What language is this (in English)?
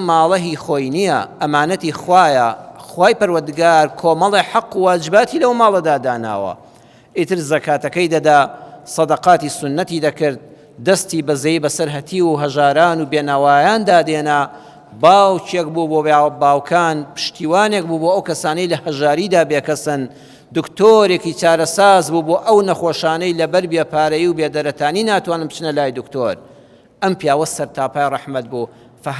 Central Kurdish